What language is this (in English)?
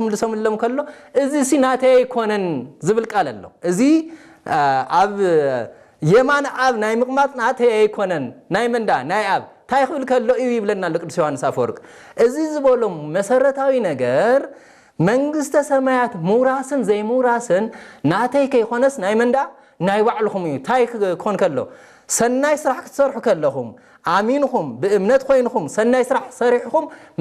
Tigrinya